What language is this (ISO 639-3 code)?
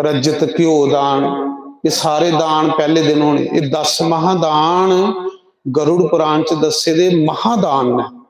doi